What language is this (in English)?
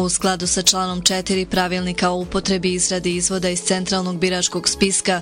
Bosnian